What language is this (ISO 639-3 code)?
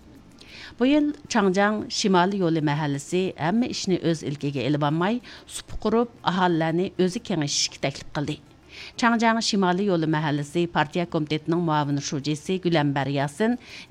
uig